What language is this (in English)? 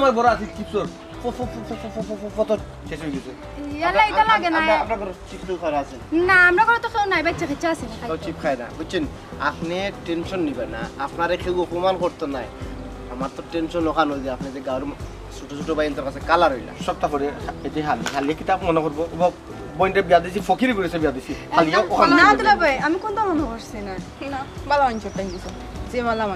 Sylheti